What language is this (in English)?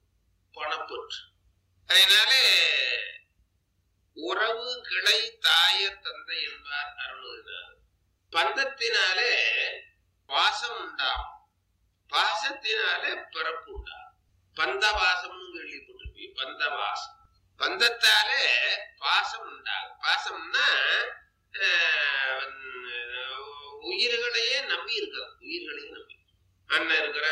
Tamil